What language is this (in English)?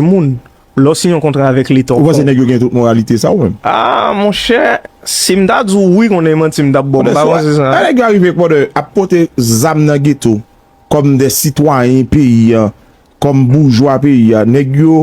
Haitian Creole